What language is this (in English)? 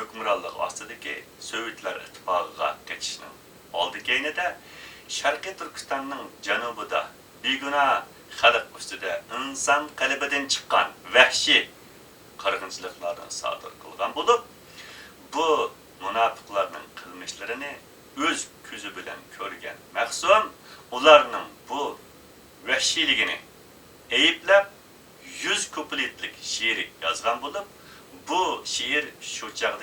Uyghur